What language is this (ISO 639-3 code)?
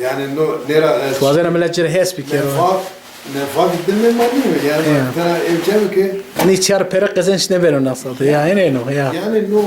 zza